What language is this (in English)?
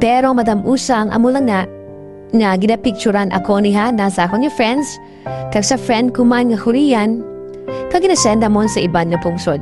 Hiligaynon